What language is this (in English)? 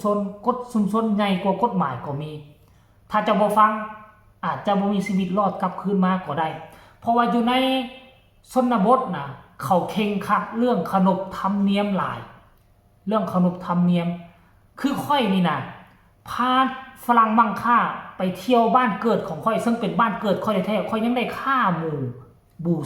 Northeastern Thai